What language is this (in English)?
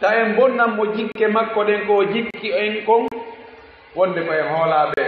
Fula